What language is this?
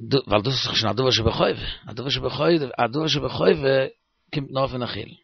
Yiddish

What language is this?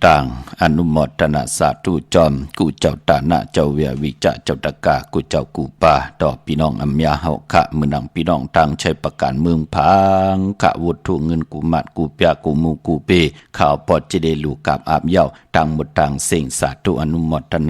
Shan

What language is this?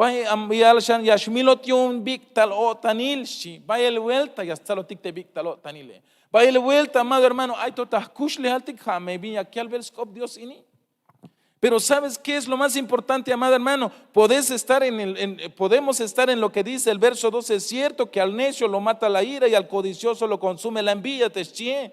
Tzeltal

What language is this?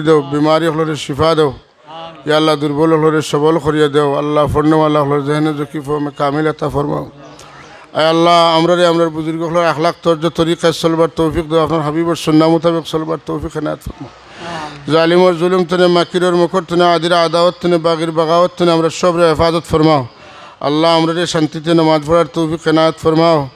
Sylheti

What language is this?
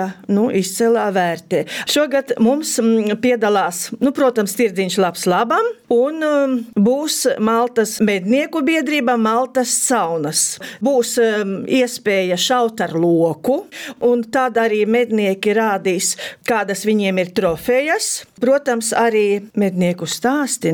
Latvian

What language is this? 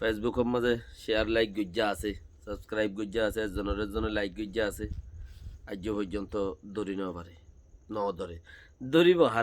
Rohingya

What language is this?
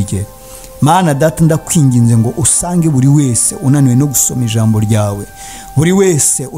Kinyarwanda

